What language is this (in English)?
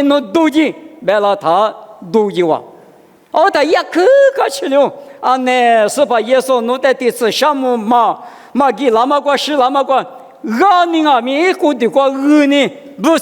Lisu